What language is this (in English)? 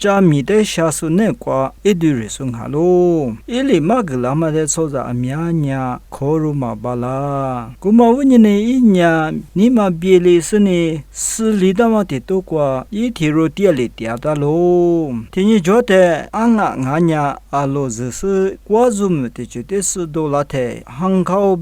Lisu